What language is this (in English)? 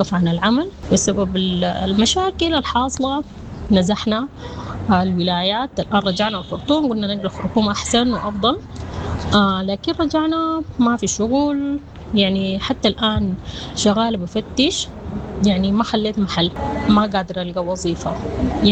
Sudanese Arabic